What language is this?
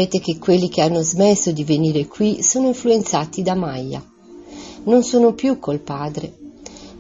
Italian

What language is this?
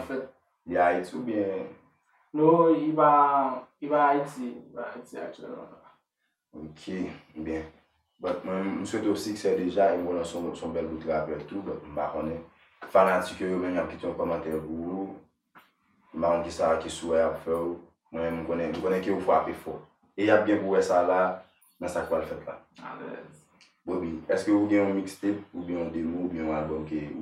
Haitian Creole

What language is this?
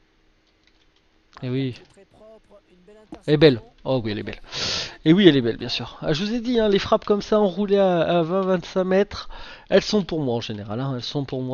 French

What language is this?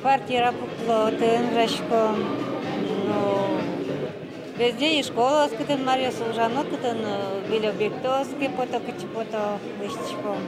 Udmurt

